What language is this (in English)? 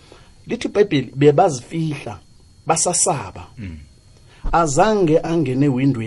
South Ndebele